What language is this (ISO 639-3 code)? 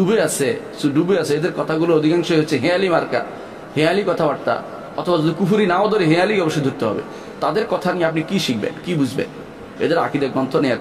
ben